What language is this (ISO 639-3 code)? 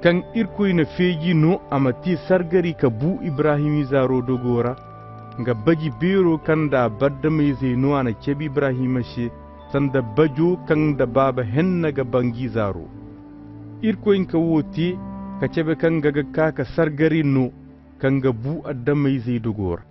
ses